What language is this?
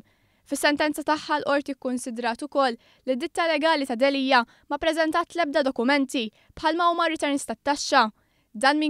Maltese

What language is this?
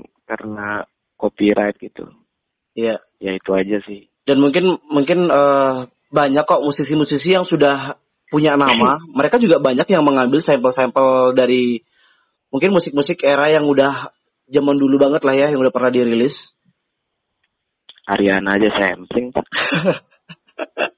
Indonesian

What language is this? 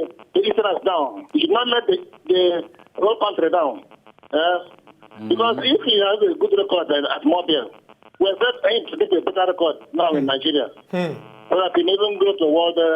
Nigerian Pidgin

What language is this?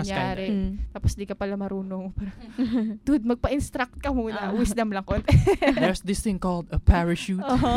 Filipino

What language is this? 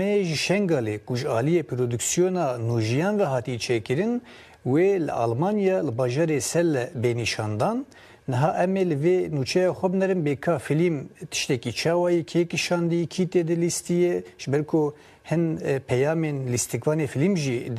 Kurdish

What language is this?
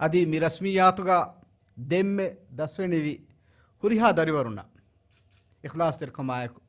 Divehi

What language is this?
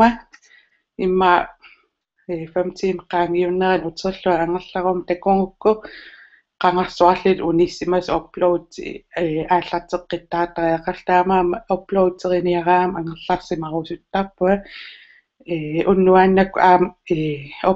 Kalaallisut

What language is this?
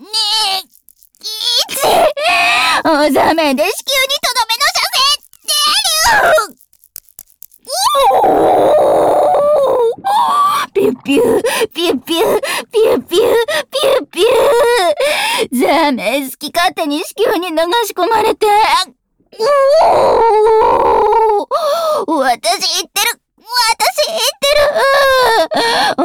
Japanese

